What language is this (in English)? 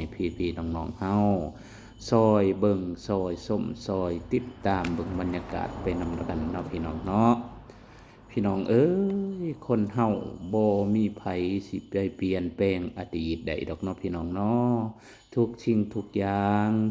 Lao